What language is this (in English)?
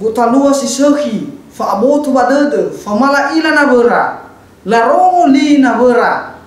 Nias